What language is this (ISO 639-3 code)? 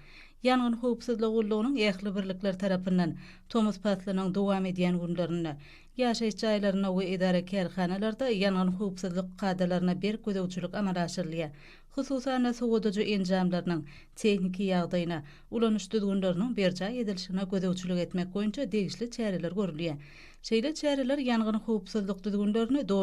tuk